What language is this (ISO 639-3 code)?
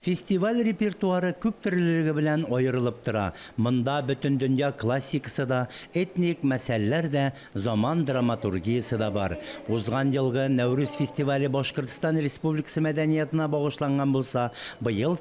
tat